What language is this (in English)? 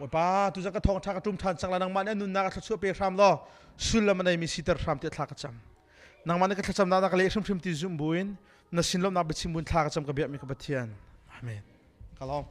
Hakha Chin